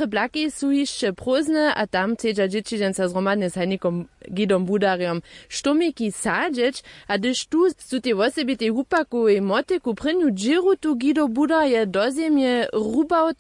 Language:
Upper Sorbian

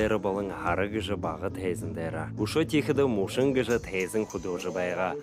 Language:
Buriat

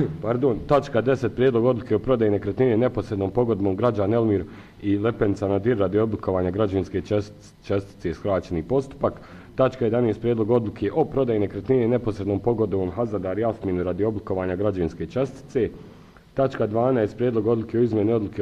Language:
Bosnian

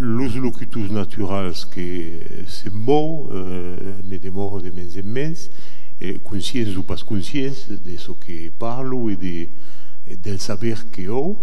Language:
Occitan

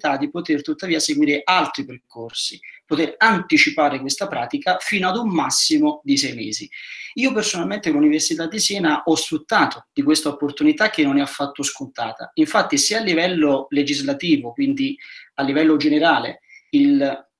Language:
Italian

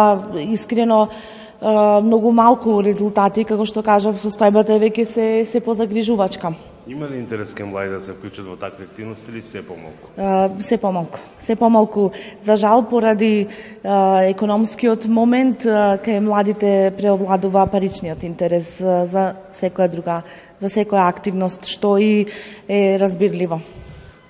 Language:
Macedonian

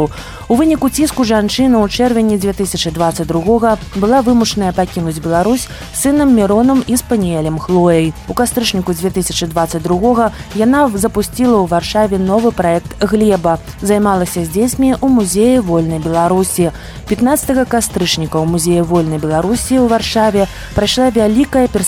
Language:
Belarusian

